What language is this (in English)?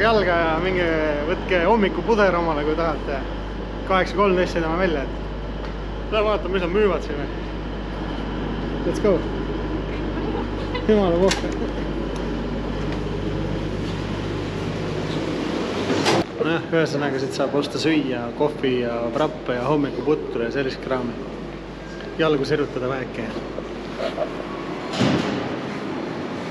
Estonian